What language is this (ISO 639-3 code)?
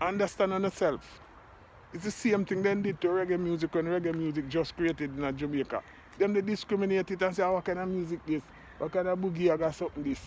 jam